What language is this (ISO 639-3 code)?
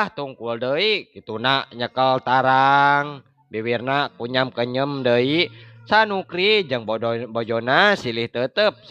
sun